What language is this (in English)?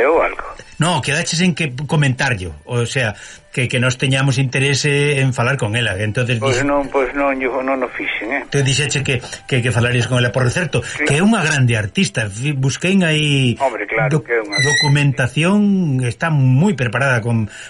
Galician